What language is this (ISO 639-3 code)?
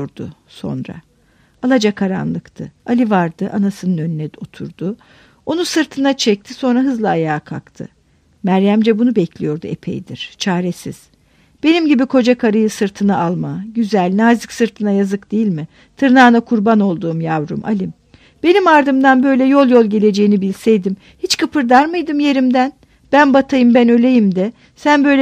tur